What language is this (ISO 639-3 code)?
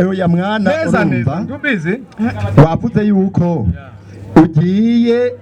run